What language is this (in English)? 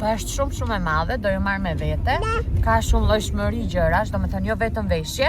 Albanian